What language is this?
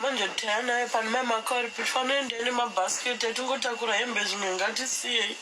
Shona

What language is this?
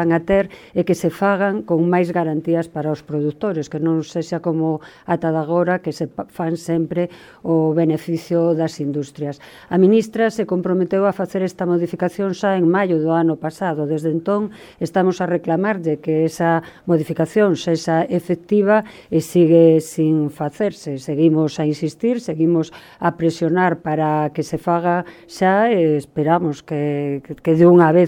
Galician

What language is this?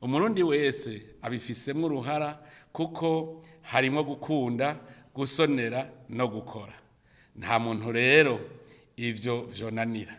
Rundi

